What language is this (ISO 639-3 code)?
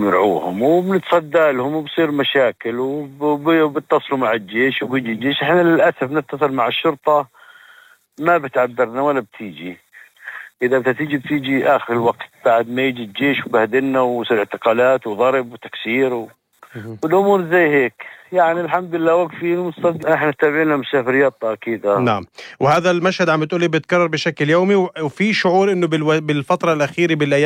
apc